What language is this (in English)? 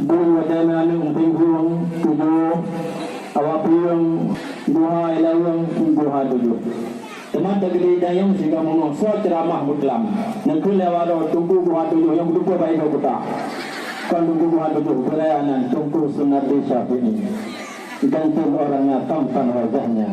Achinese